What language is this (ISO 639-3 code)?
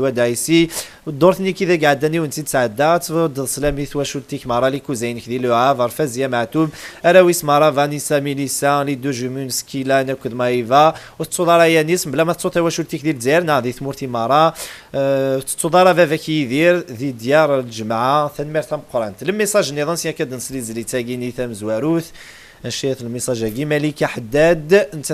kab